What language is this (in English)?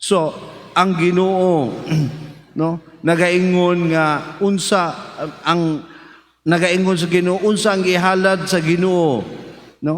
Cebuano